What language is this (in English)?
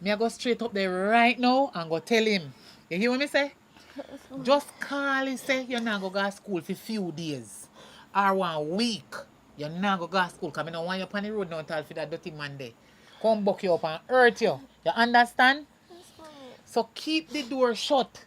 Jamaican Creole English